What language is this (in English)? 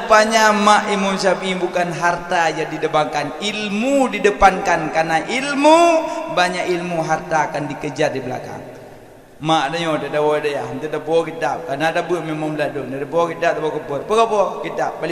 Achinese